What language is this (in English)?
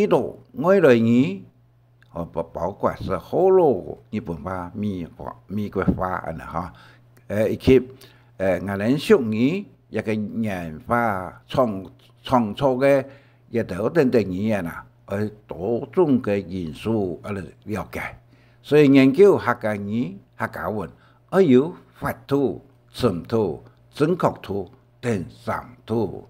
Hakka Chinese